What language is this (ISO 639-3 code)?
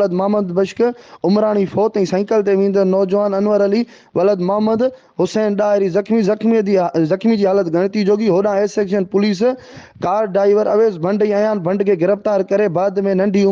snd